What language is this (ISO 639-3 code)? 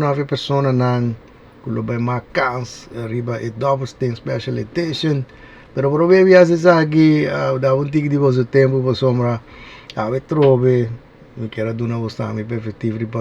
pap